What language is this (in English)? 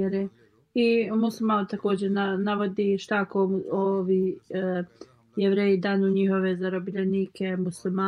Bosnian